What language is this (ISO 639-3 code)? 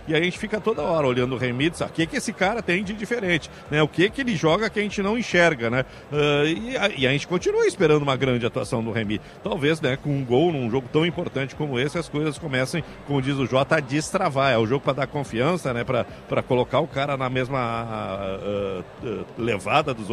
por